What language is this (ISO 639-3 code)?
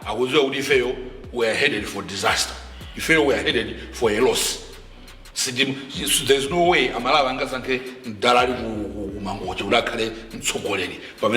nya